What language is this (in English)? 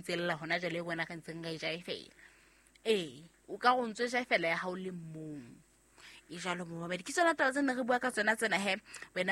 Southern Sotho